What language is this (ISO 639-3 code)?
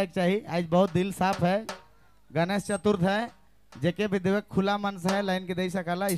sck